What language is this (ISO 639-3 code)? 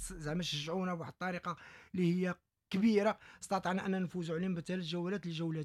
ary